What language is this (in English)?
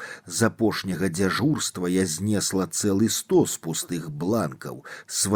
Belarusian